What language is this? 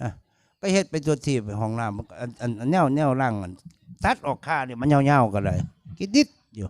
Northeastern Thai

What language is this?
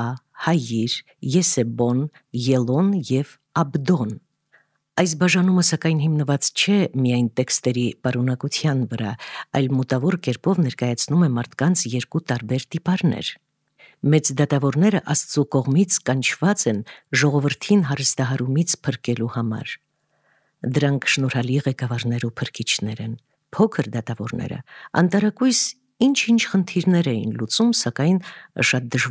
Armenian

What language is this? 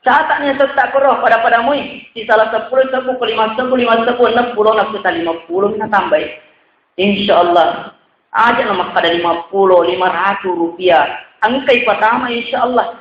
Buginese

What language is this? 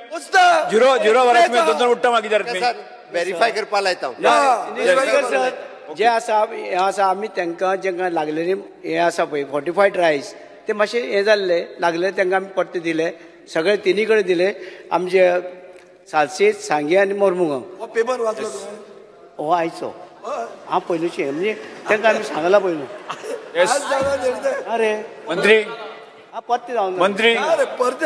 Konkani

